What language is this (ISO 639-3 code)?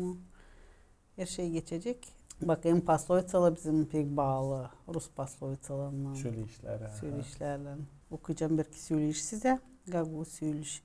gag